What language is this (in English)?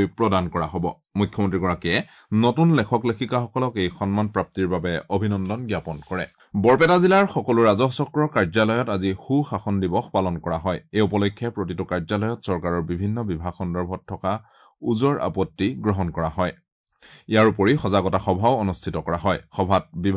Assamese